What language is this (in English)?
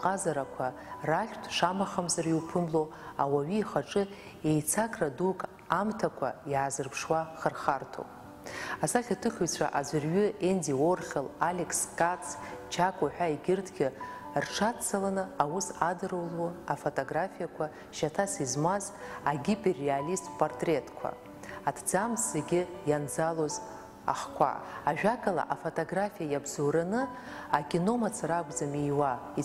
Abkhazian